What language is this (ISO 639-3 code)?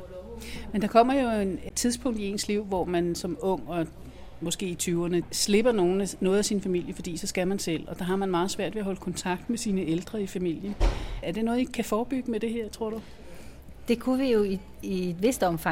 dan